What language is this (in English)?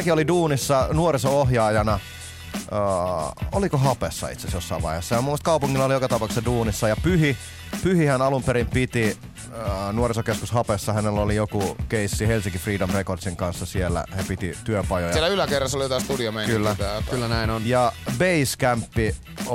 Finnish